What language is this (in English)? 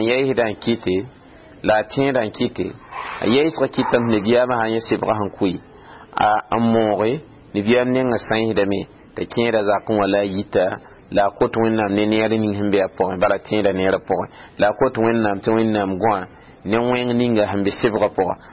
Mossi